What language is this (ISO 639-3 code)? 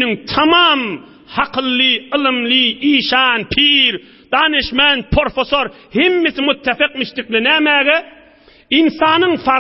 tuk